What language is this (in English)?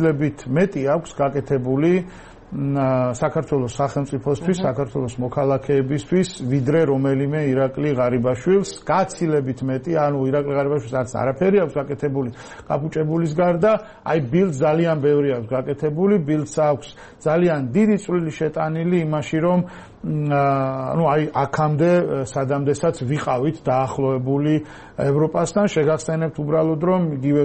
Georgian